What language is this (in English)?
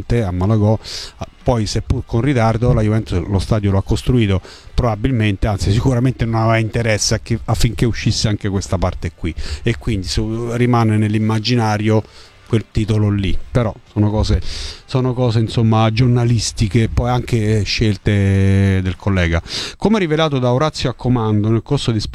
Italian